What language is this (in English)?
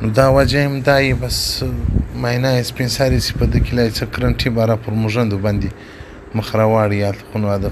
Pashto